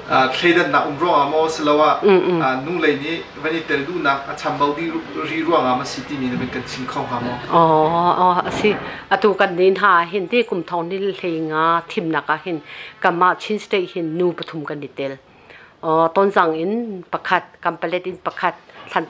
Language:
Hakha Chin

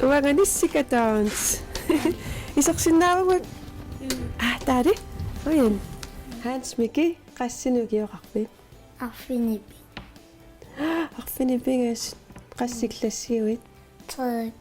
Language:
Kalaallisut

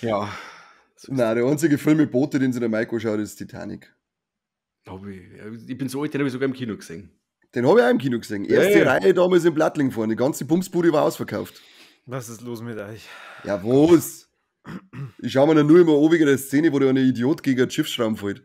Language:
Bavarian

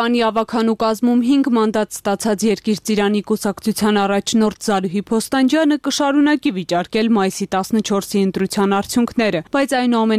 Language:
Armenian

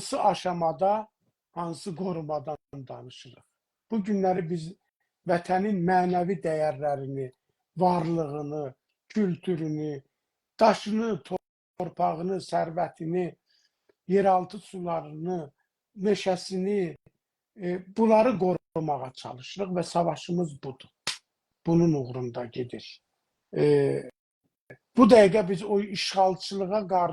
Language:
South Azerbaijani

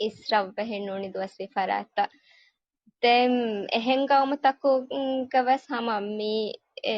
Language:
Divehi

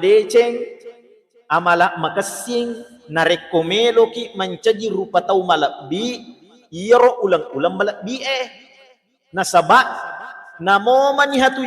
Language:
Buginese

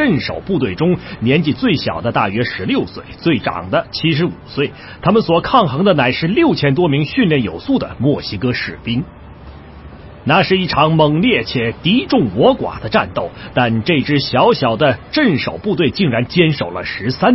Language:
Chinese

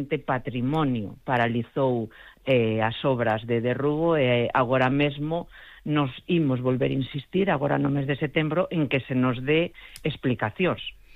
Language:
Galician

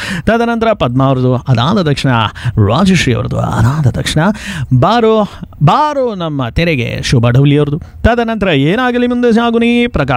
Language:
Kannada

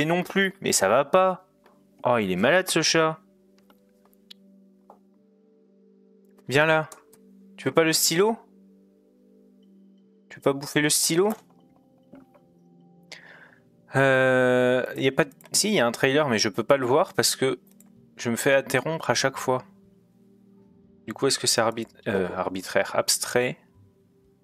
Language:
French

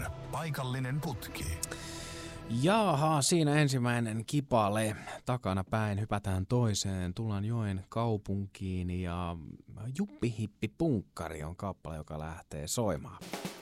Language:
Finnish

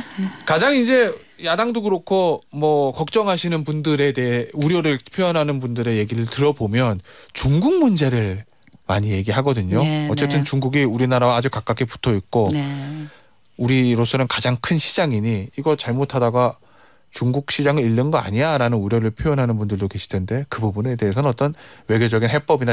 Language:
Korean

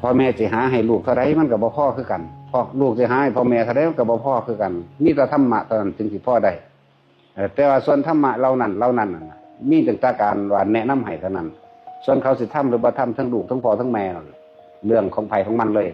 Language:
Northeastern Thai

